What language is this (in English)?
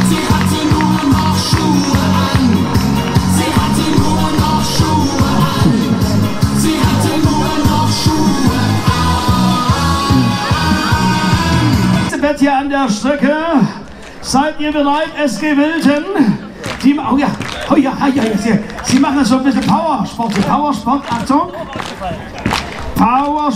German